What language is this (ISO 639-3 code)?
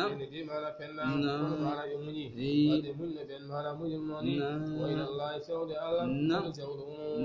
ful